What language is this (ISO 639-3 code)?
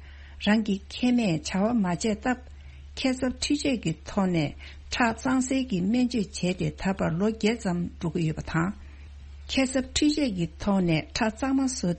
bod